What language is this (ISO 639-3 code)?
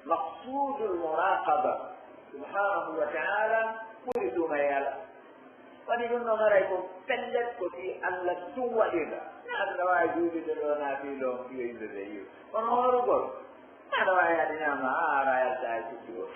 fuf